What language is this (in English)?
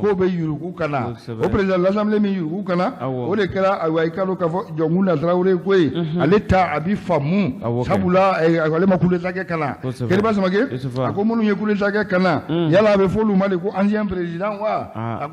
Bambara